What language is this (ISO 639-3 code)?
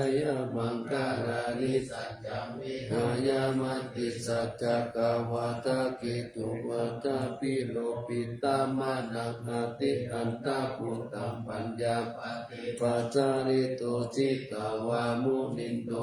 pli